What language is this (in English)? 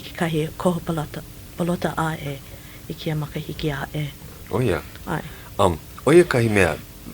Hawaiian